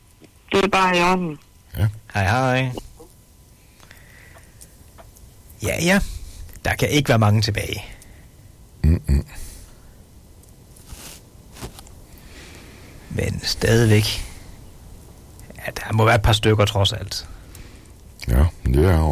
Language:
Danish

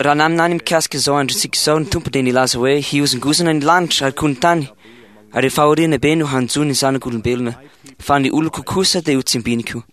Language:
Malagasy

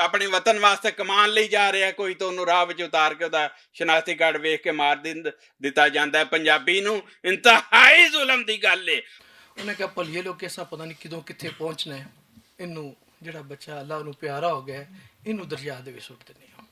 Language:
Western Panjabi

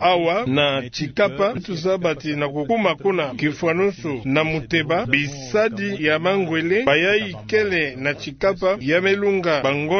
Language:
Kituba (Democratic Republic of Congo)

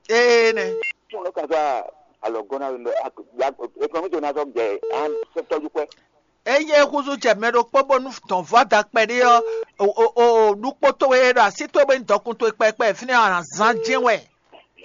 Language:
Fon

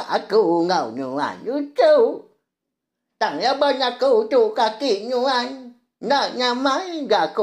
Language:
Iban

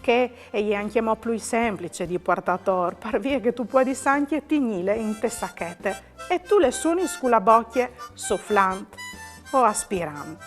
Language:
Friulian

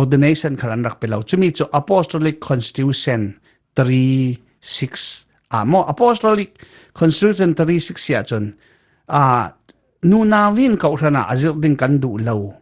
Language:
Falam Chin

